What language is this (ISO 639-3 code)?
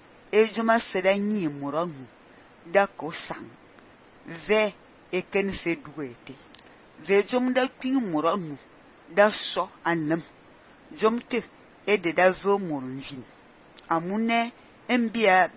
fan